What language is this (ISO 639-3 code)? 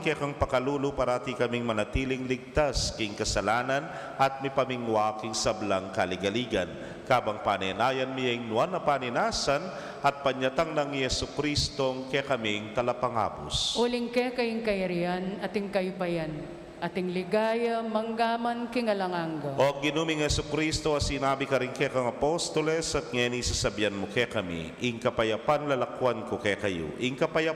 pam